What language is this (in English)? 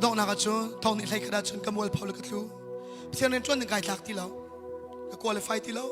Hakha Chin